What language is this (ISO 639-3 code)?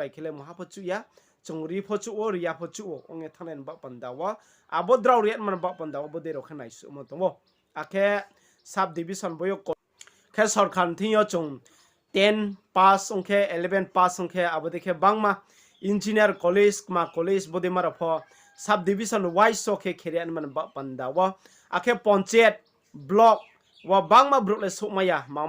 ria